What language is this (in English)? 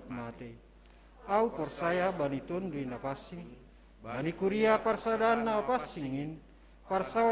Batak Simalungun